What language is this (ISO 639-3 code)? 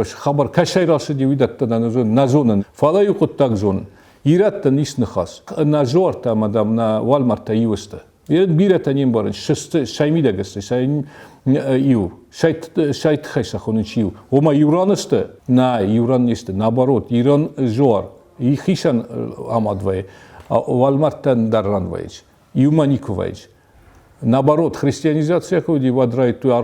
oss